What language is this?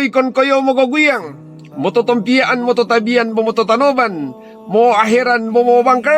Mongondow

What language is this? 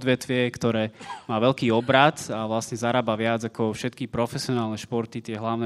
Slovak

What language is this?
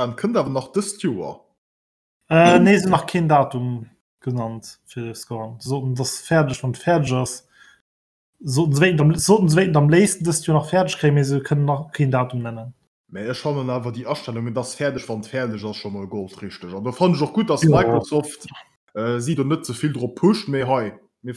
Luxembourgish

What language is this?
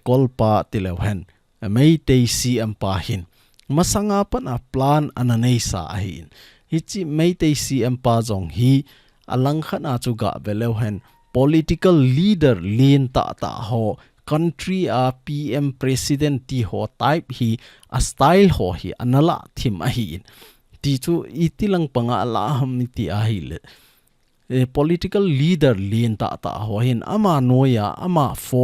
Thado Chin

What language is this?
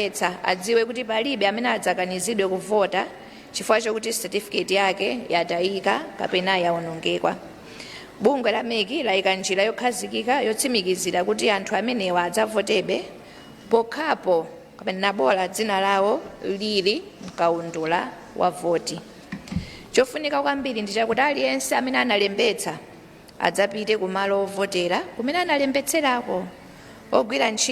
Nyanja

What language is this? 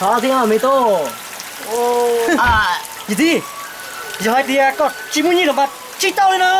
Hmong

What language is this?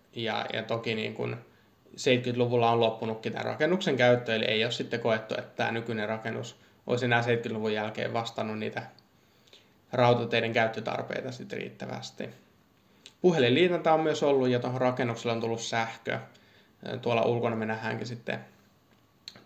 Finnish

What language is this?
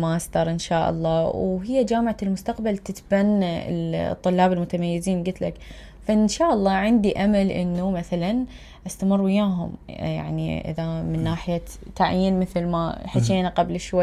Mesopotamian Arabic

